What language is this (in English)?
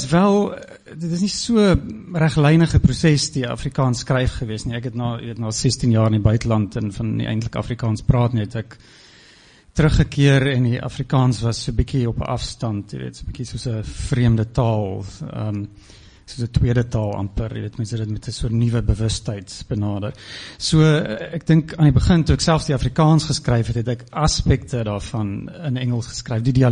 Afrikaans